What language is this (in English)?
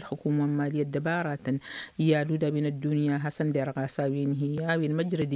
Tamasheq